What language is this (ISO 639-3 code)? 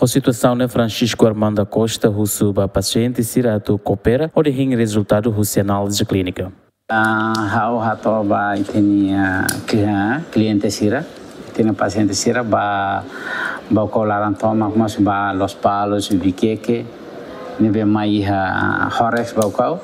tet